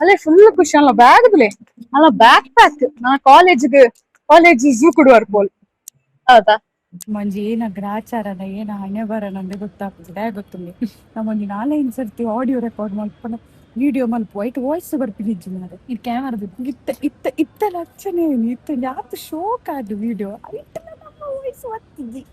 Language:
Tulu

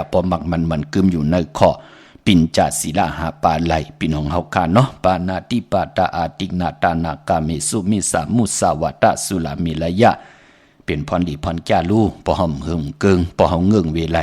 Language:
Shan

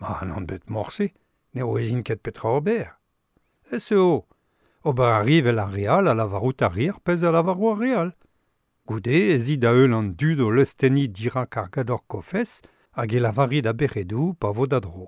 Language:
Breton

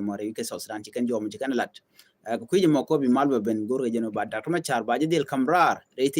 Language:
Nuer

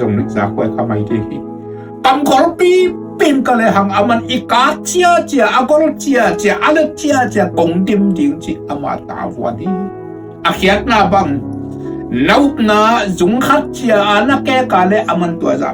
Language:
Tedim Chin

